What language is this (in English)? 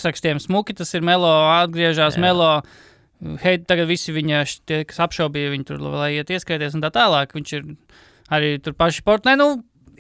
Latvian